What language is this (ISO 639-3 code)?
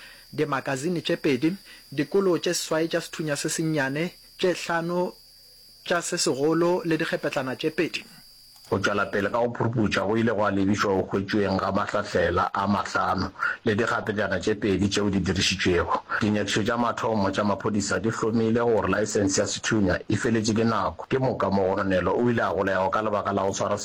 nso